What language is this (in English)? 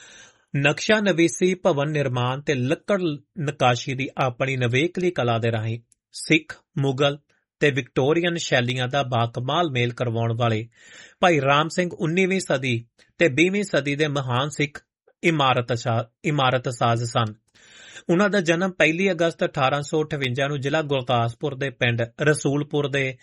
Punjabi